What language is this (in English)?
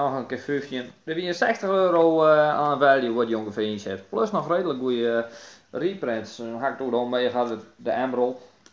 Western Frisian